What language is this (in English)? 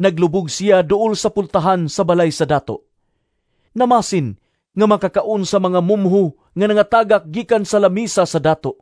Cebuano